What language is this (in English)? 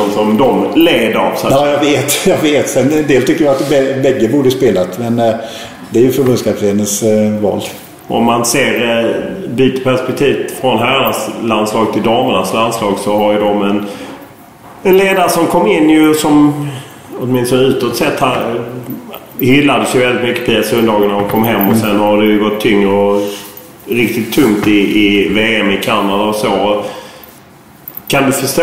Swedish